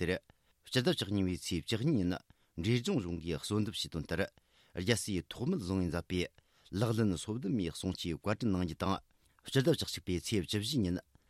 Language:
Tibetan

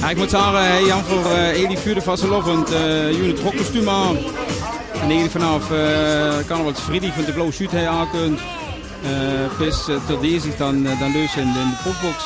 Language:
Limburgish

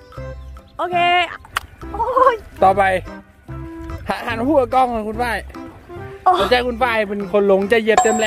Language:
Thai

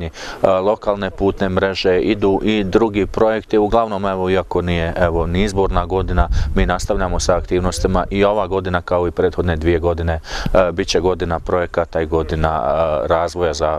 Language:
Bosnian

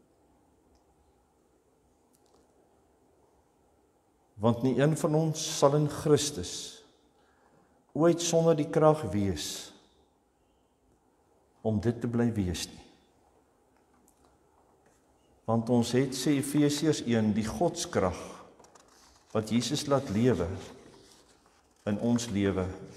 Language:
Afrikaans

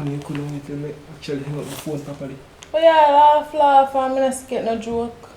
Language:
Jamaican Creole English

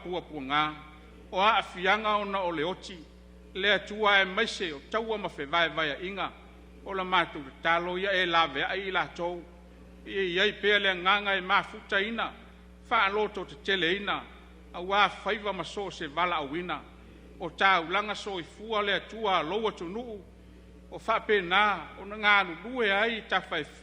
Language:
Samoan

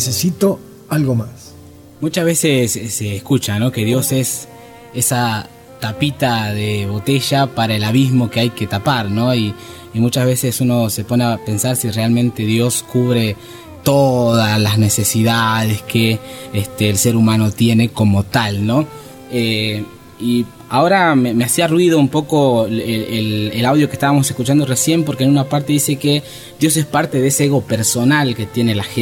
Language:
Spanish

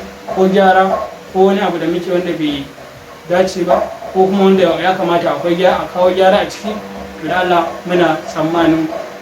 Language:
Hausa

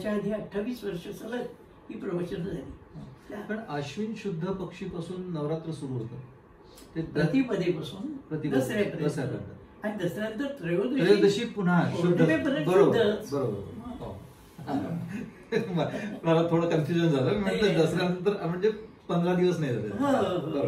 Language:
Marathi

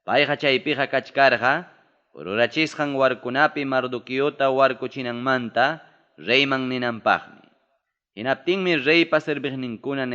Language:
Ayacucho Quechua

